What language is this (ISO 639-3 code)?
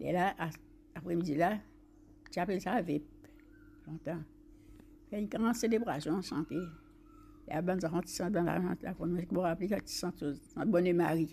mfe